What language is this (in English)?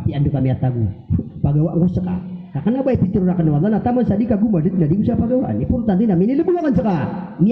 Maranao